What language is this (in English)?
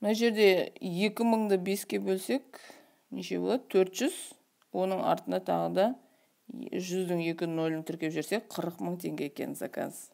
Kazakh